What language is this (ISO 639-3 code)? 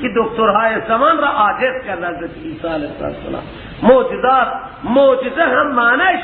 fas